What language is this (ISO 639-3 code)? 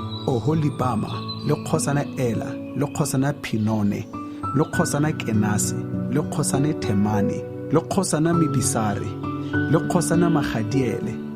tsn